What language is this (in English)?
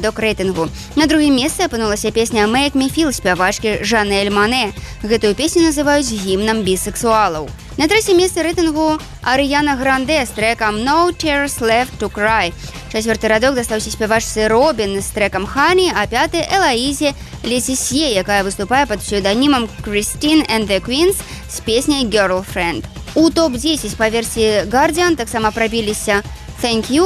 Belarusian